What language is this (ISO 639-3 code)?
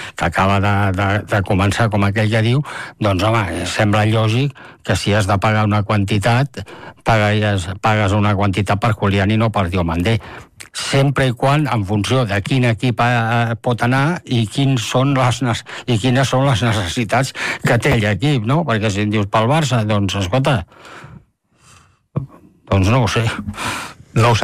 cat